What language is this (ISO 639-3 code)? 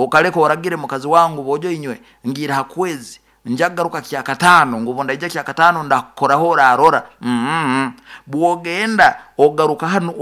nyo